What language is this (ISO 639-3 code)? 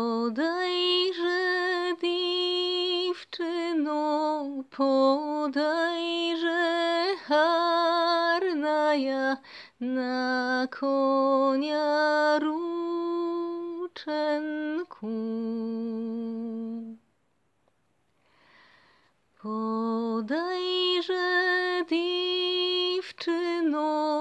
pol